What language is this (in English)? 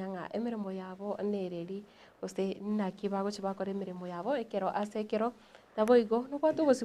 Gusii